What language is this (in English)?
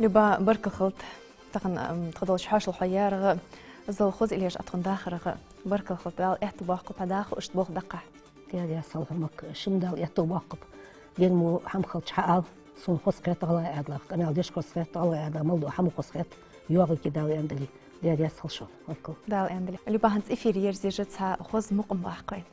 Ingush